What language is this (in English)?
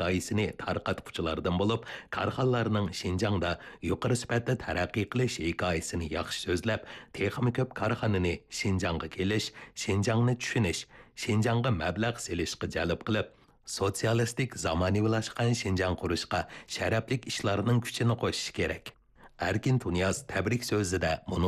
Uyghur